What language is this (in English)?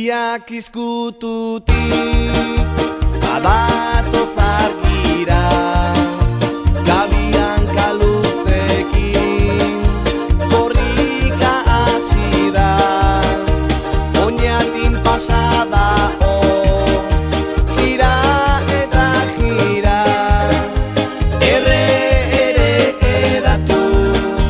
Basque